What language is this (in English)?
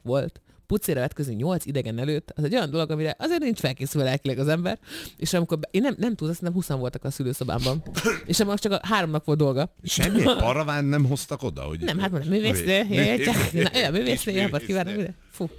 Hungarian